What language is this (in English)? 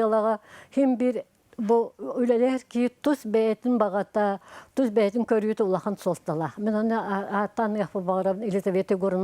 Yakut